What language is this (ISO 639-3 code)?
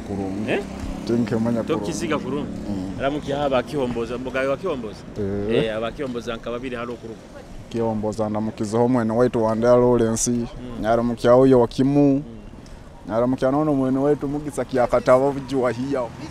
nyo